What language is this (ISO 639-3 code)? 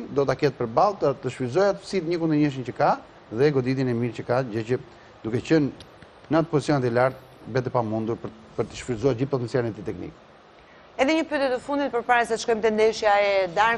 sqi